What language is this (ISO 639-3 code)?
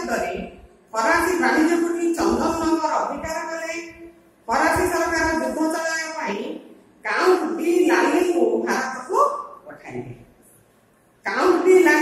ori